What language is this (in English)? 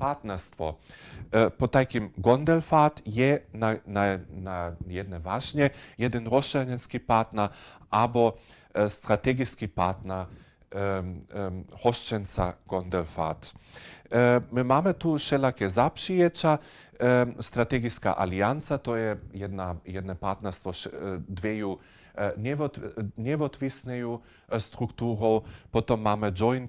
Upper Sorbian